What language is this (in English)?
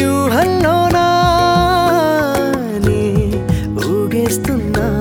Telugu